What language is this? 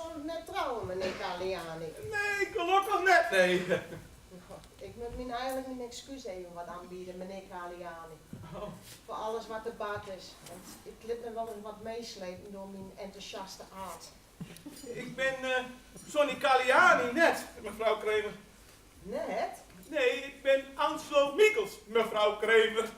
Western Frisian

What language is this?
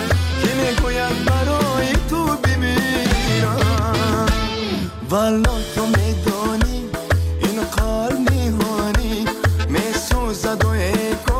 Persian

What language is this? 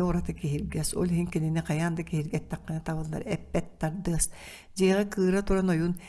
Yakut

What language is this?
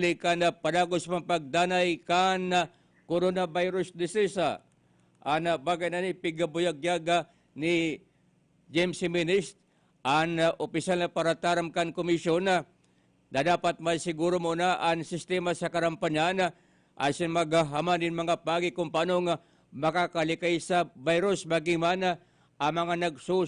Bikol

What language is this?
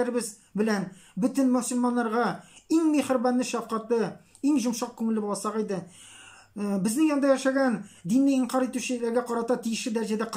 Tatar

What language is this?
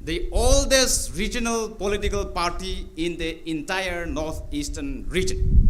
Tangkhul Naga (India)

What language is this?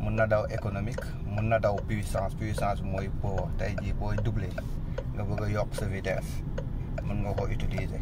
Wolof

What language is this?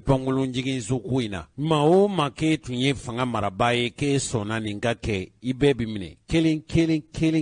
Bambara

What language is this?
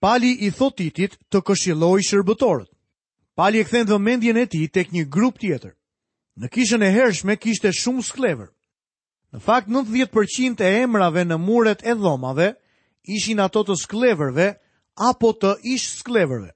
Albanian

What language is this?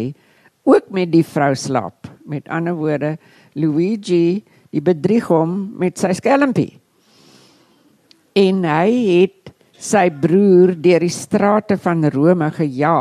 Afrikaans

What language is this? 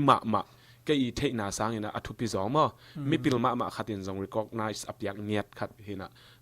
Tedim Chin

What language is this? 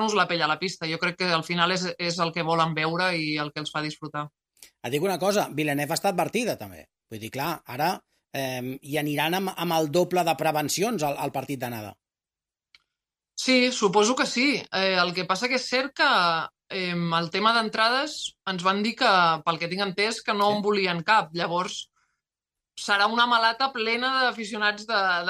Catalan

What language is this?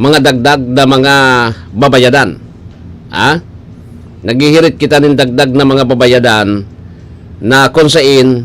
Bikol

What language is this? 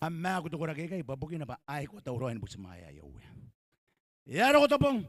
Gilbertese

